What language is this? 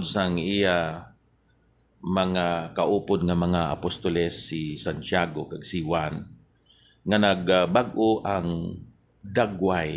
Hiligaynon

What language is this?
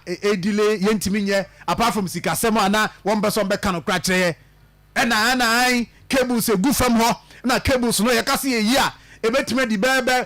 Akan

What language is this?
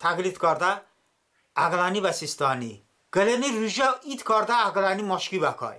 Talysh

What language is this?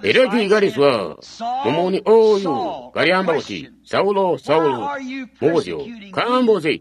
Tonga (Zambia)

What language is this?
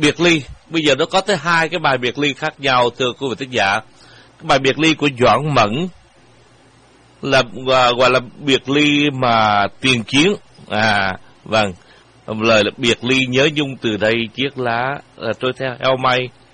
Vietnamese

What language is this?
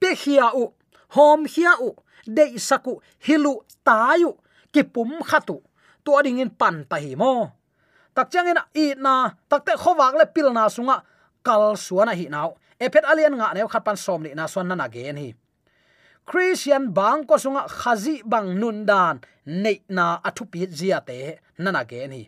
Tedim Chin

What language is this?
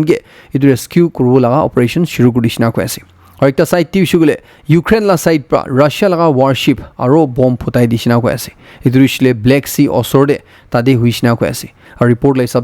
Naga Pidgin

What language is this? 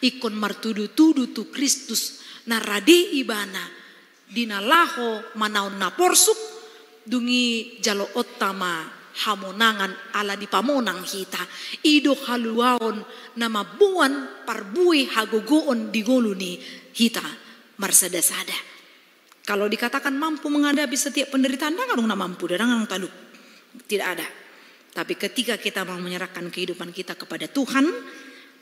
Batak Toba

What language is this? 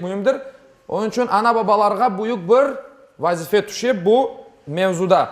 Crimean Tatar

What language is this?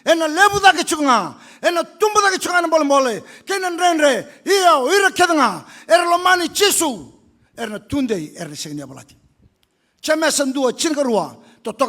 Fijian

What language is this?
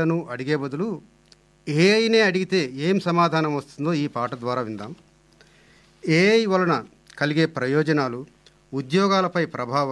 Telugu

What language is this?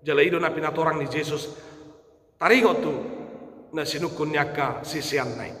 Batak Toba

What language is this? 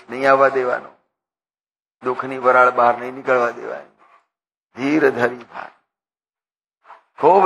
Gujarati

